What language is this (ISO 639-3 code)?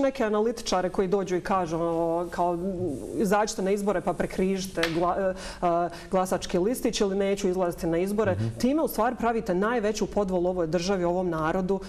bos